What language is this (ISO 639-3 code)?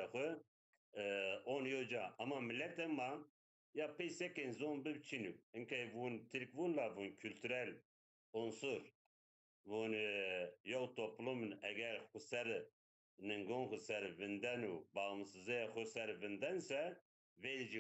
zza